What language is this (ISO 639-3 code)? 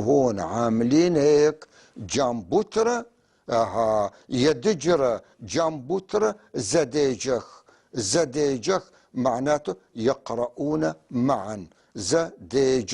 apc